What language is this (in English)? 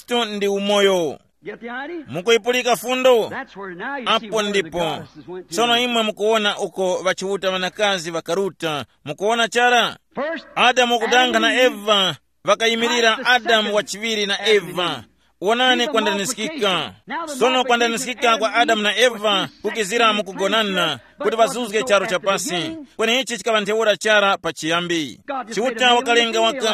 Tumbuka